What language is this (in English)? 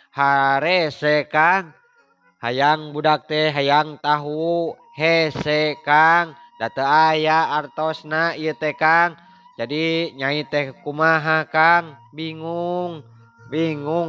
Sundanese